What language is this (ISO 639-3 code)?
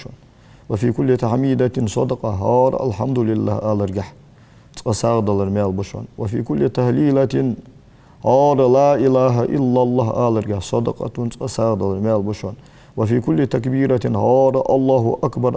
inh